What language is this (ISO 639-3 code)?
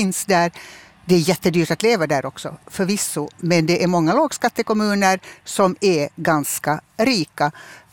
swe